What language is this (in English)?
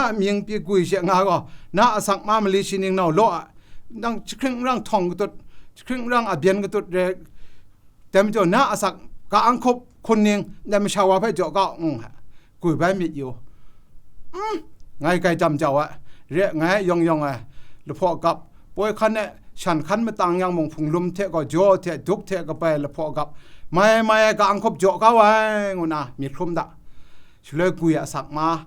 Kachin